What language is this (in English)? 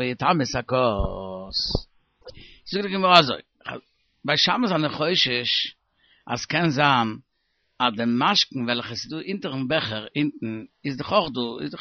Yiddish